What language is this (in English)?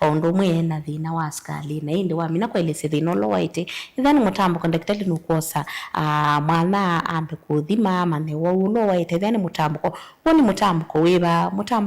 Kamba